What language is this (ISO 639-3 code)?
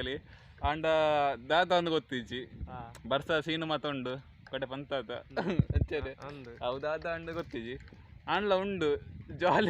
tcy